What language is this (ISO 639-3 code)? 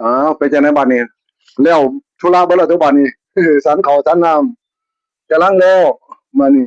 tts